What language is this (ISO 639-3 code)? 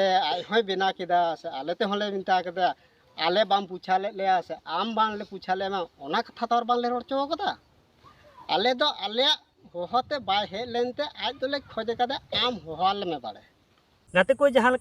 sat